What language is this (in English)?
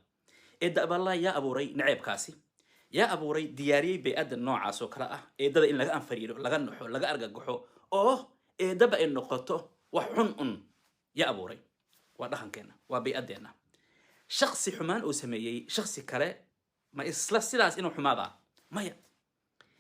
Somali